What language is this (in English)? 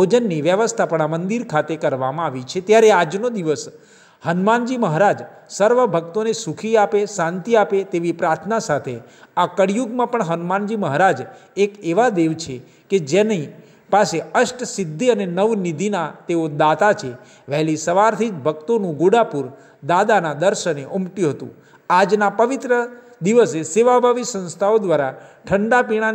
Gujarati